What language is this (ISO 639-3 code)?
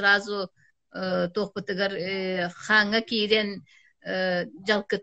sah